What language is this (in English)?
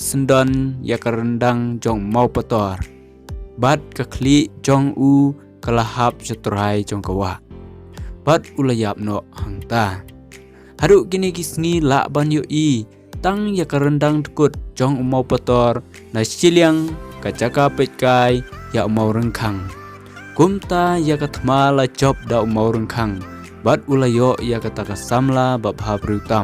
Khasi